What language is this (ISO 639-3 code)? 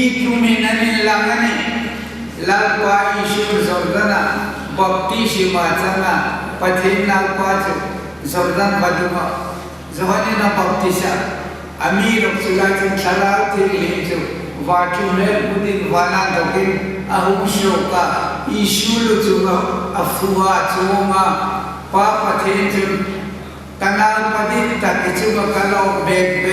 hmr